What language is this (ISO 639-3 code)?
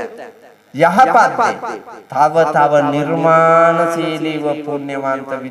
sin